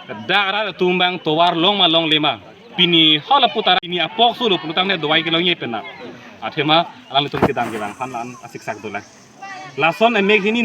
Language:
Karbi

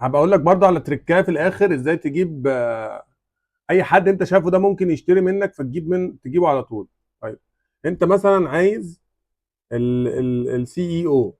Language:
Egyptian Arabic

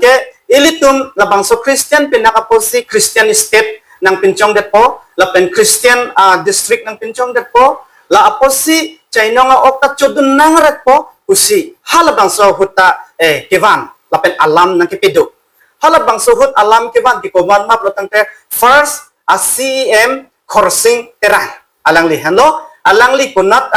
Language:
Karbi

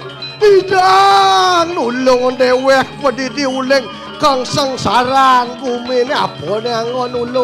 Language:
Balinese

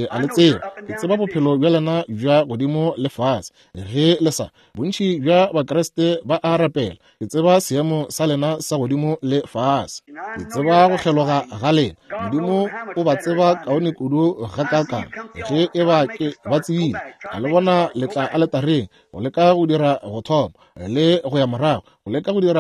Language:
Northern Sotho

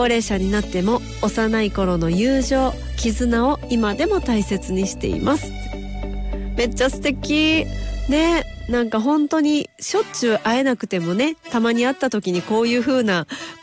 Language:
Japanese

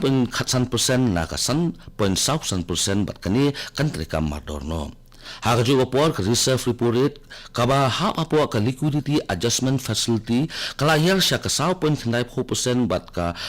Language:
Khasi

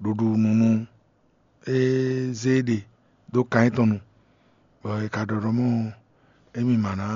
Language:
Fon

